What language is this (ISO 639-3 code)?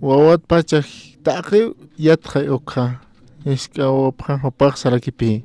aym